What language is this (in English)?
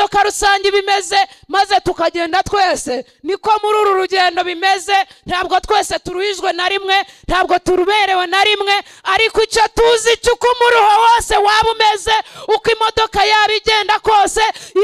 Kinyarwanda